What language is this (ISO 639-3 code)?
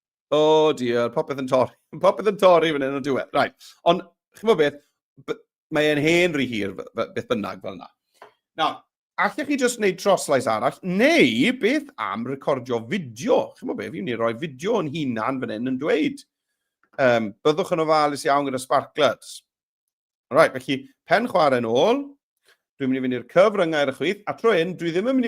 cym